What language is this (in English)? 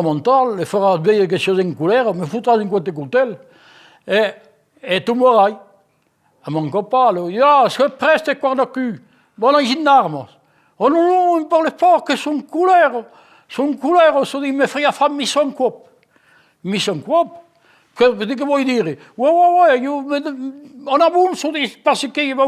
Occitan